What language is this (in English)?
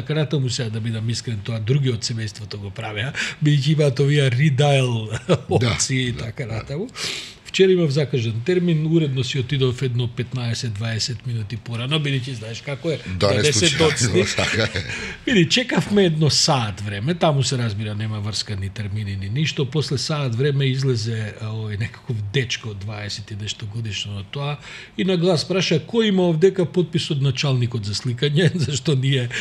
Macedonian